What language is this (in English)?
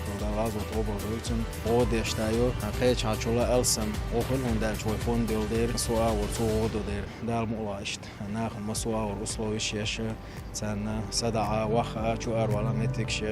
Chechen